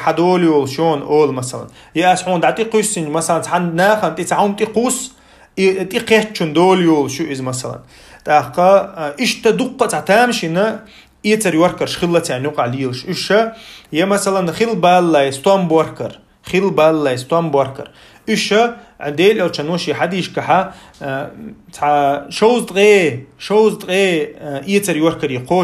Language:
Chechen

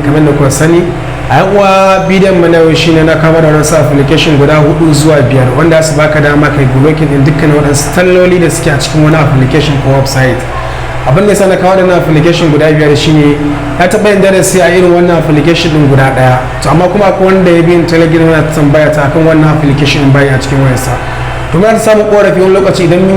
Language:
Hausa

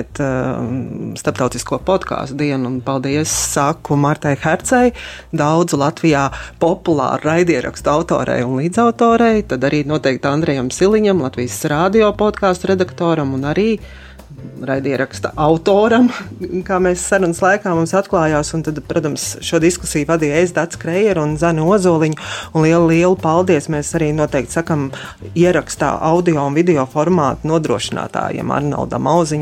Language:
Latvian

